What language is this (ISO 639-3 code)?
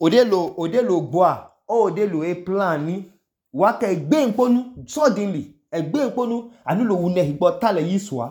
idu